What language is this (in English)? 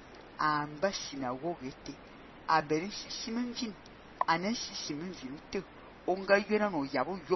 Fang